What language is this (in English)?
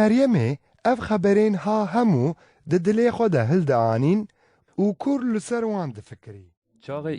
Kurdish